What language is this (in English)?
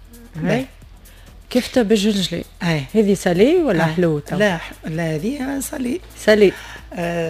Tunisian Arabic